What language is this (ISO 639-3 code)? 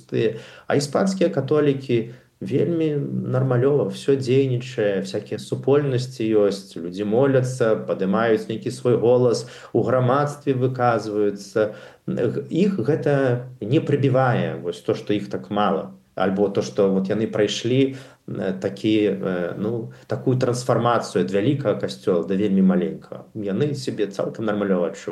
bel